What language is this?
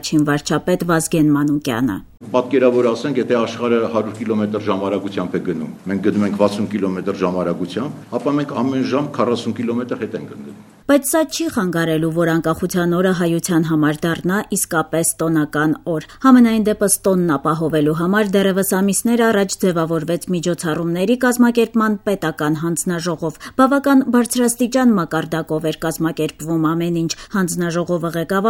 Armenian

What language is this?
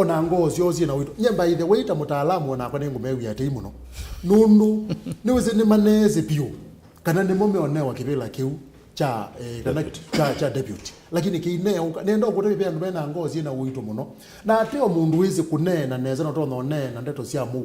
Kamba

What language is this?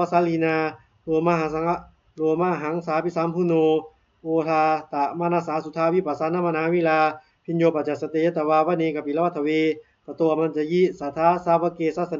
Pali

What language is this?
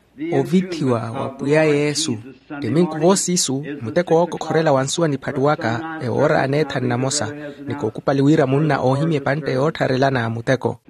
Makhuwa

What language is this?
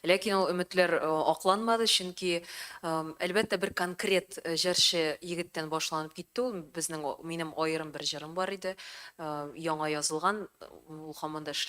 Tatar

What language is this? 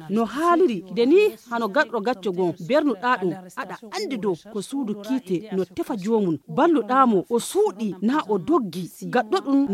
Fula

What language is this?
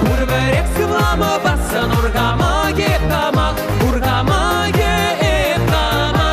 Chuvash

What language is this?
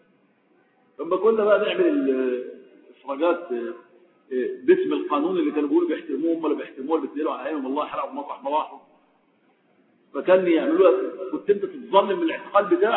Egyptian Arabic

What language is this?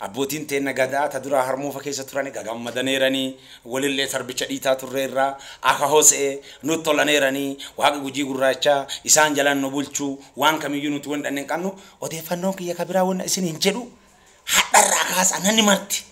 Oromo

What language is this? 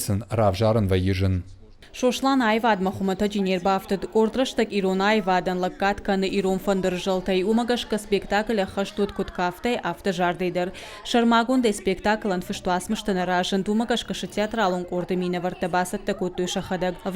Ossetic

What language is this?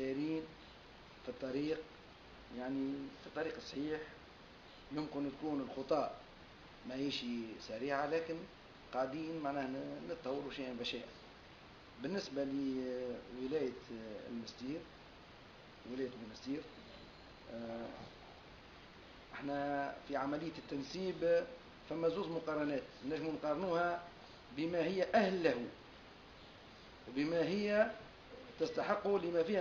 Tunisian Arabic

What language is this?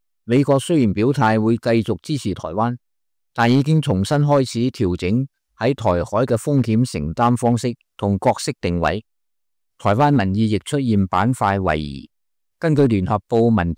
Cantonese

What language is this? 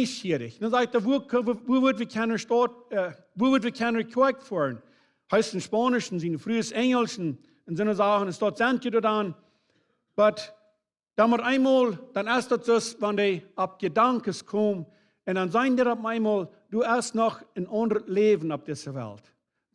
Plautdietsch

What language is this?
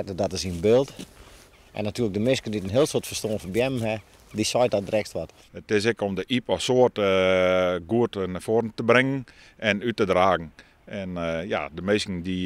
Western Frisian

